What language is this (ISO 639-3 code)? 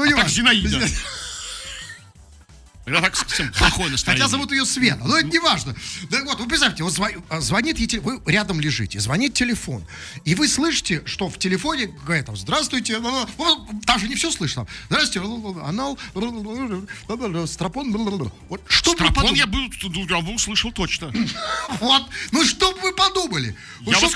rus